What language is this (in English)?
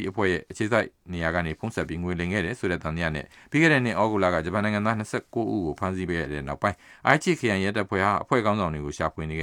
Burmese